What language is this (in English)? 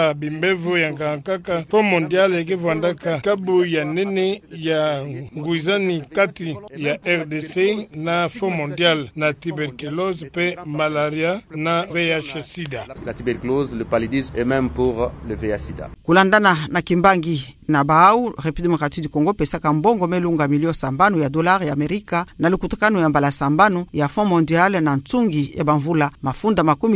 Kituba (Democratic Republic of Congo)